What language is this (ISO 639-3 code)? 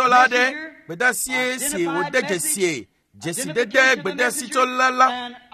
ewe